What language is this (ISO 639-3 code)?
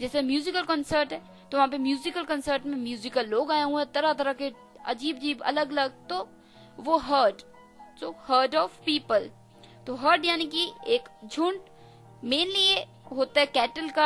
hin